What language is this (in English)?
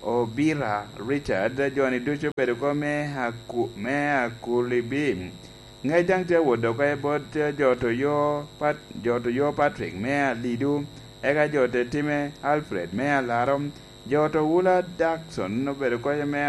Lango (Uganda)